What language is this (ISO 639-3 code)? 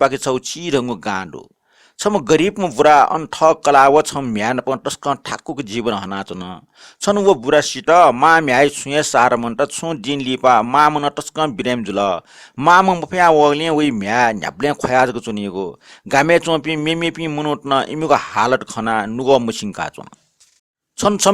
new